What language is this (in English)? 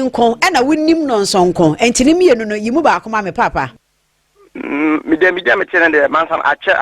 Akan